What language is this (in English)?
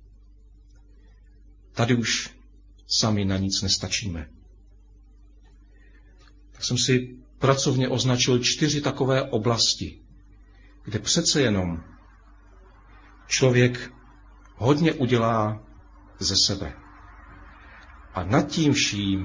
Czech